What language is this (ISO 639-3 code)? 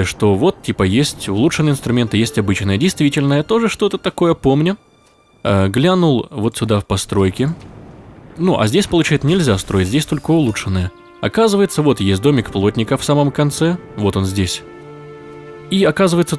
rus